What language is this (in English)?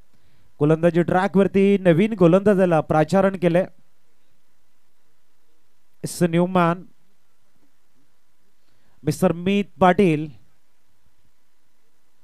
Marathi